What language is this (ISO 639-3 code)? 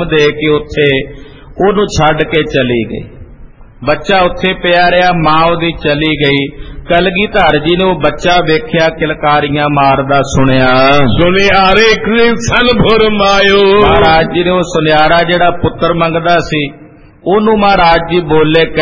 pan